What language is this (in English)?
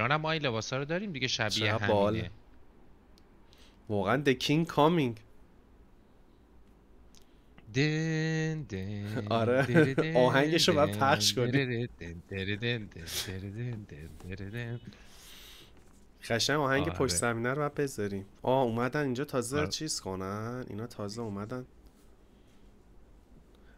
Persian